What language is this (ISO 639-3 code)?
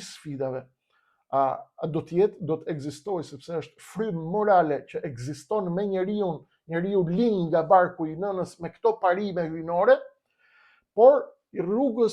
sqi